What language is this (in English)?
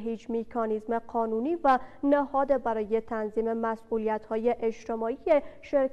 Persian